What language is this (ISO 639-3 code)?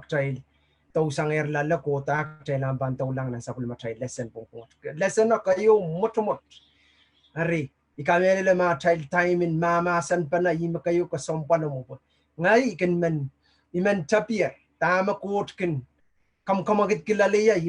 pon